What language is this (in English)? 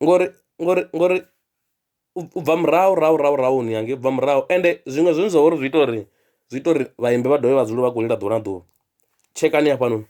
Venda